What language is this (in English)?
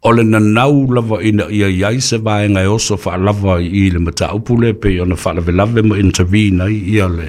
Samoan